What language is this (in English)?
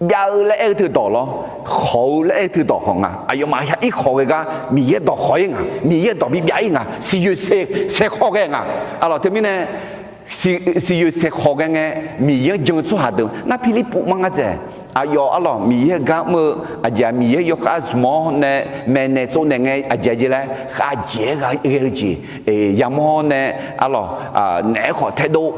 Akha